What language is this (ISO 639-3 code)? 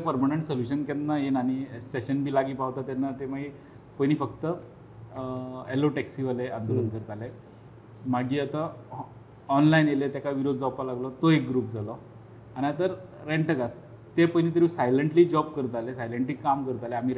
kok